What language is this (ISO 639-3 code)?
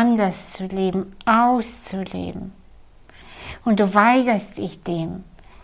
deu